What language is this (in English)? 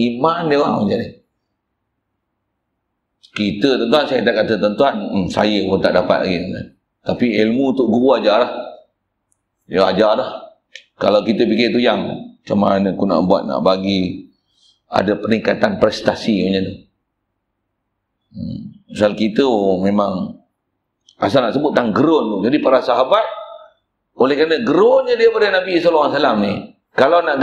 Malay